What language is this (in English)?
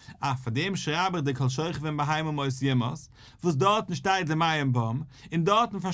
Yiddish